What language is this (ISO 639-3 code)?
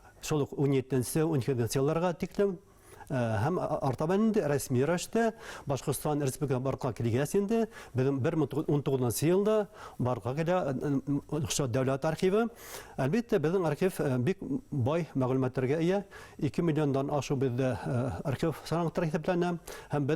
bak